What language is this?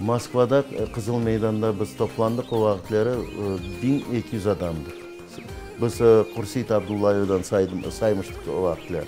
Crimean Tatar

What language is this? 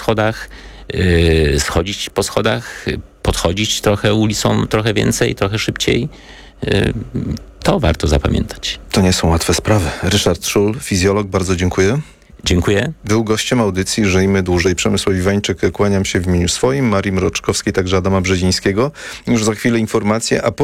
Polish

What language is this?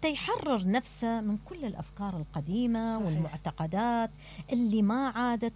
Mesopotamian Arabic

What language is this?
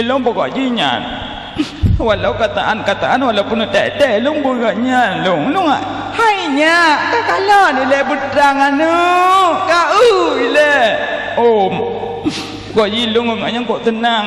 Achinese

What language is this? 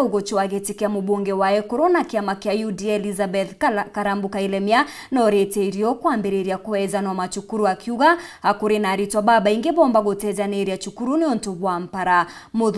Meru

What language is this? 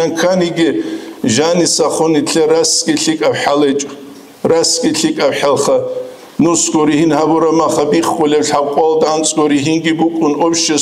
Avaric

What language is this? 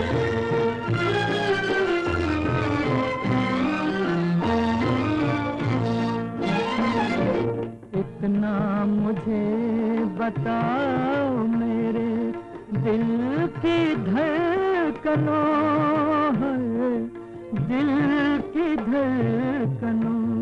Hindi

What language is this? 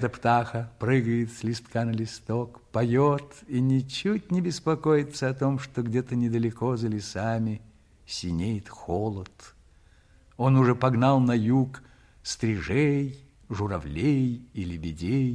Russian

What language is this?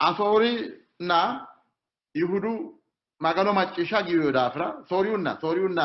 Sidamo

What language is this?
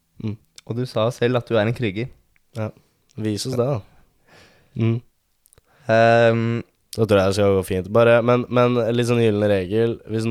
Norwegian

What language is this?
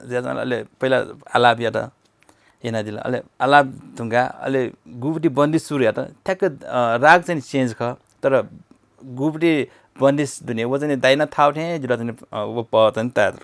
Newari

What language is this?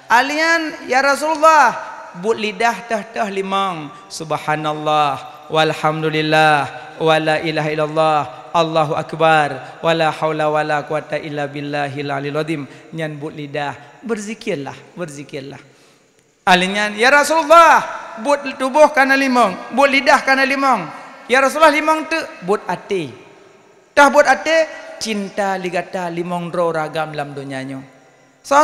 Achinese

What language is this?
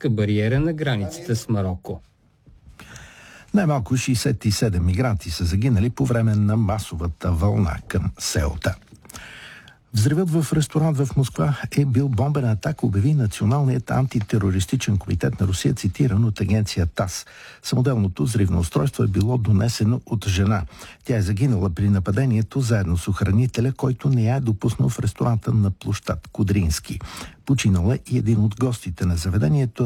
Bulgarian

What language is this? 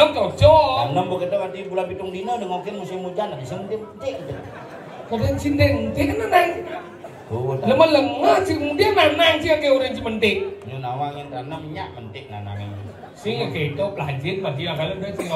Balinese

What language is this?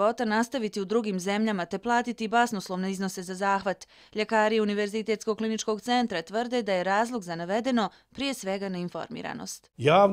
Bosnian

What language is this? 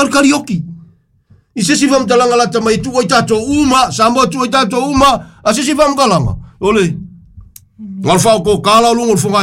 Samoan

